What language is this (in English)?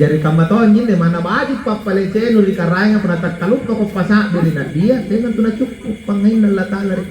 Makasar